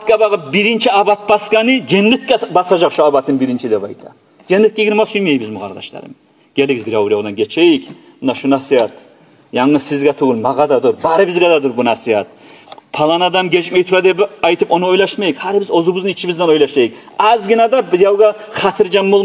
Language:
Kumyk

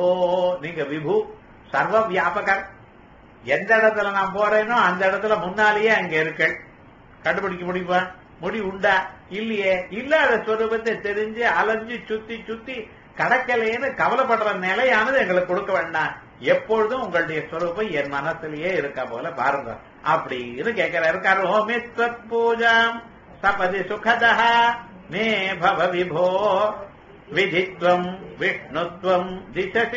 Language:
Tamil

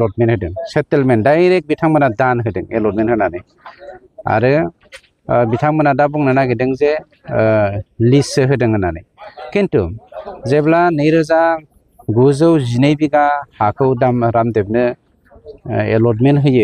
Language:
Bodo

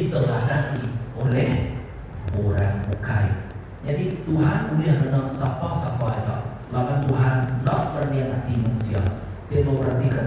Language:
Iban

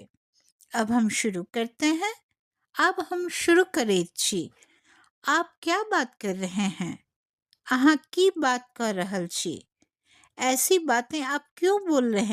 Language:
Maithili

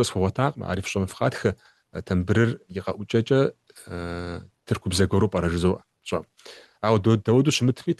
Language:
Kabardian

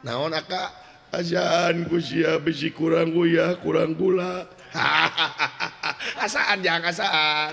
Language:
Sundanese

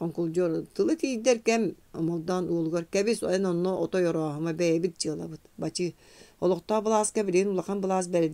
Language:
Yakut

